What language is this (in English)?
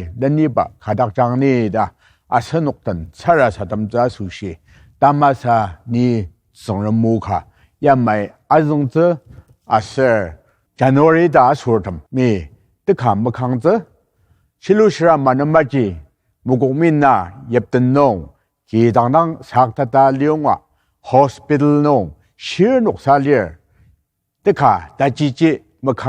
Ao Naga